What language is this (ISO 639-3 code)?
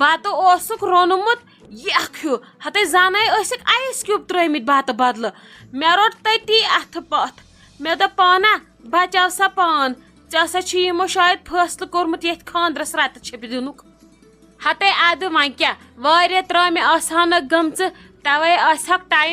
kas